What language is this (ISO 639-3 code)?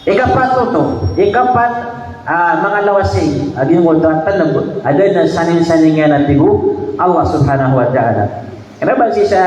mrw